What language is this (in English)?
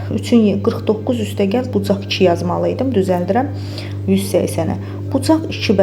Azerbaijani